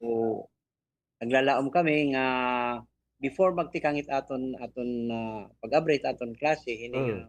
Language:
Waray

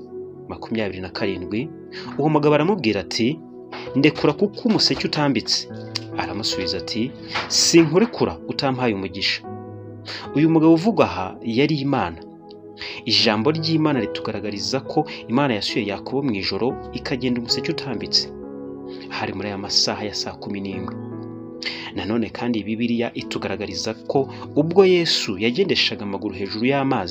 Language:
Kinyarwanda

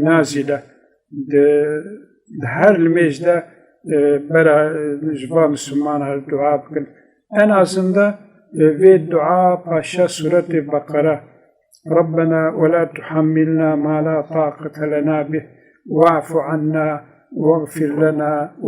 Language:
Kurdish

